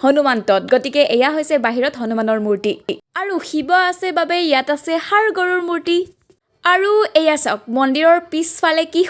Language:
Assamese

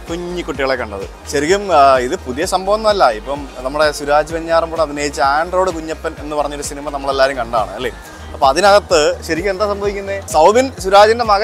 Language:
Malayalam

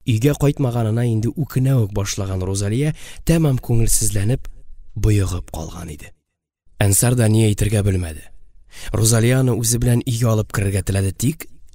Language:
Tatar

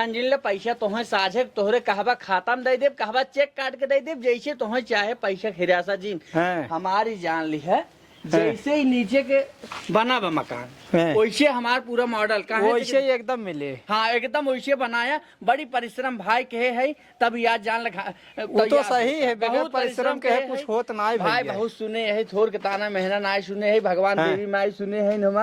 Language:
Awadhi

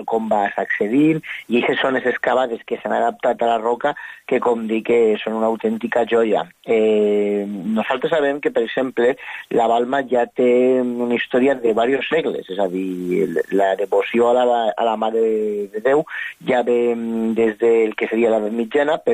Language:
Catalan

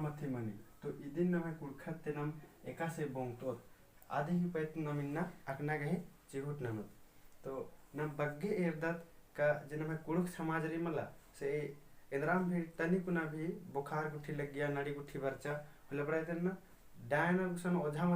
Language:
Kurukh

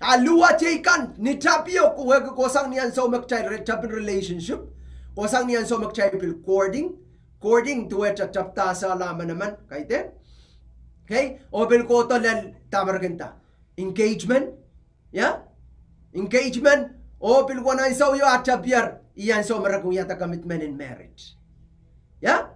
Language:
Pohnpeian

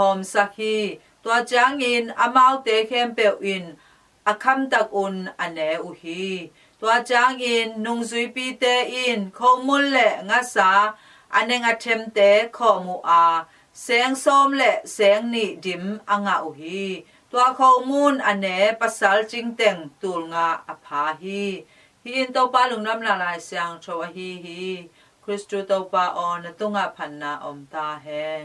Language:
Tedim Chin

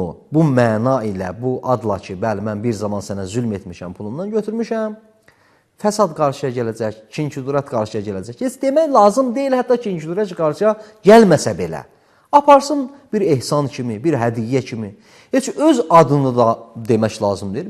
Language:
Azerbaijani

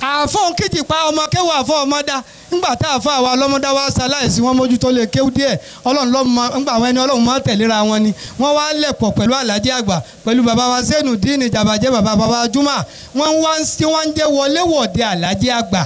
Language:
Yoruba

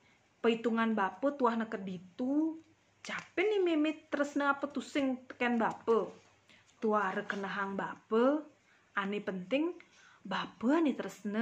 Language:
Balinese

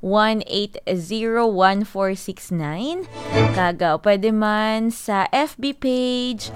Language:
Hiligaynon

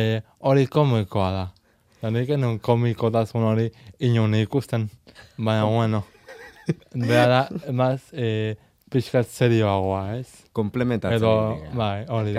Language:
Basque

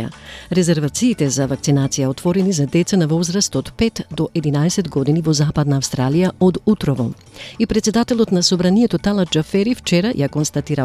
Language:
Macedonian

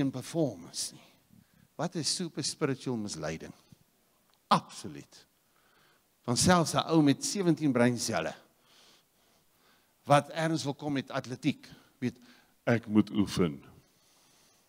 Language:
Afrikaans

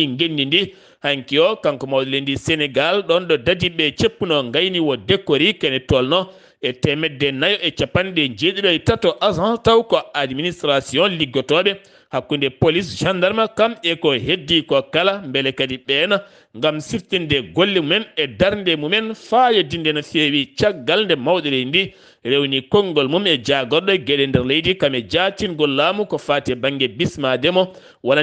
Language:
Fula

